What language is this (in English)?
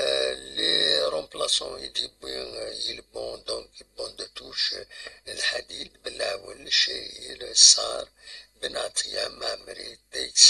Kabyle